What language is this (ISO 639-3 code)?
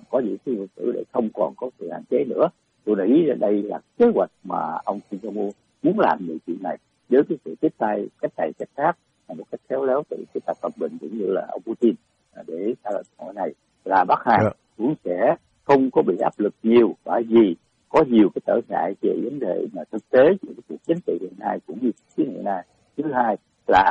vie